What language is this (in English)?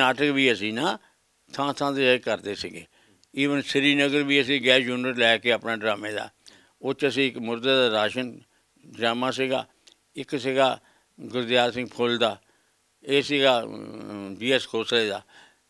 Punjabi